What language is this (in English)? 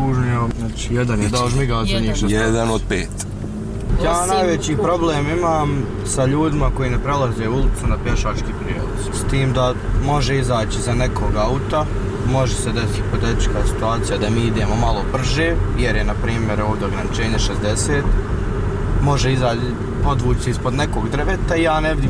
Bosnian